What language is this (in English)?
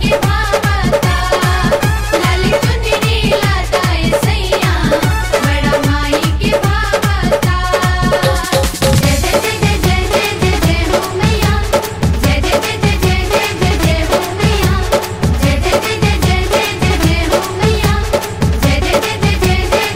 Bhojpuri